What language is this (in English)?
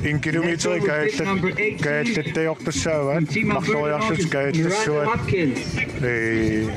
Kalaallisut